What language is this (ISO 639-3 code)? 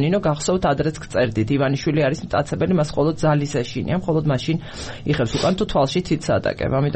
kat